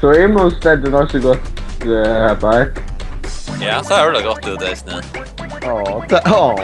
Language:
Faroese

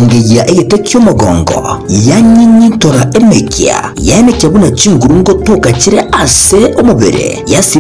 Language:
Gusii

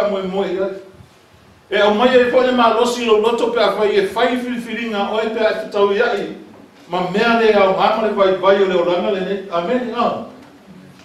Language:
Samoan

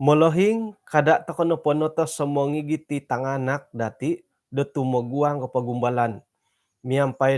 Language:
Central Dusun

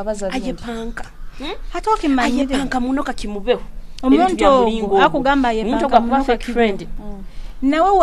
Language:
Nyoro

